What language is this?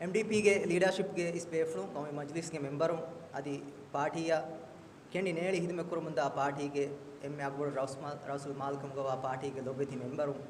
Divehi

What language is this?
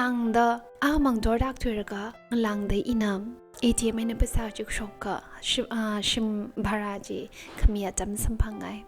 Tangkhul Naga (India)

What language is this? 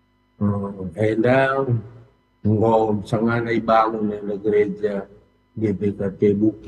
Batak Karo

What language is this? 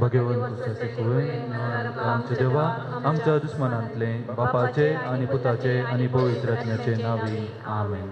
Konkani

